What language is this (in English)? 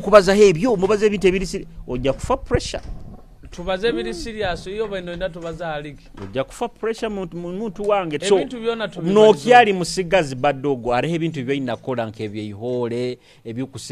Nyoro